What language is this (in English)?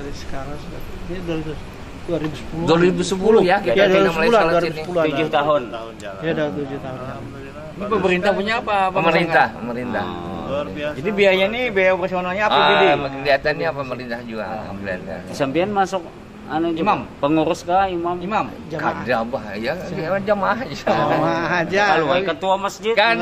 Banjar